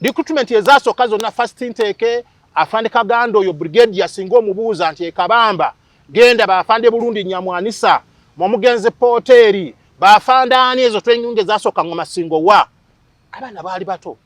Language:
Ganda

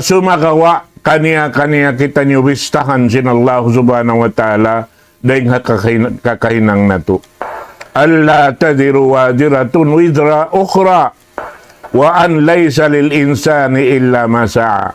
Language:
Tausug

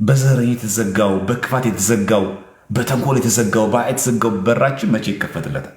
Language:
Amharic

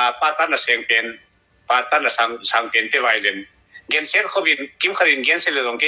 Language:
Tedim Chin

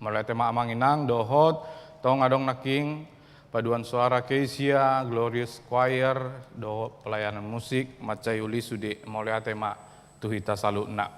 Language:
Batak Toba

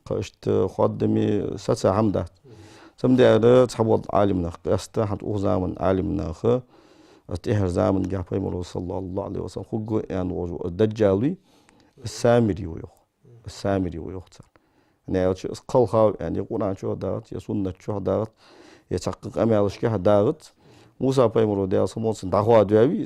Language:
Ingush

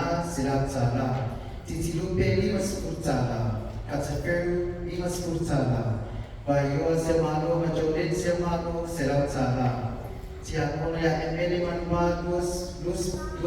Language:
Samoan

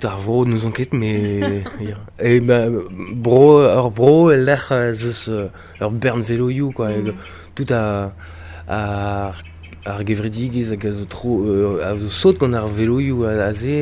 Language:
Breton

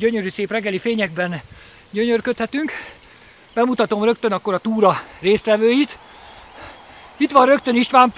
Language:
Hungarian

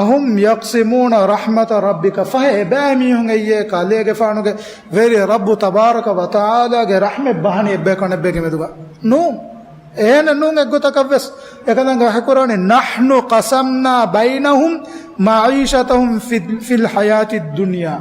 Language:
Divehi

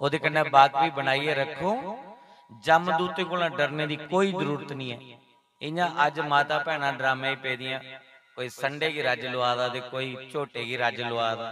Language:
Dogri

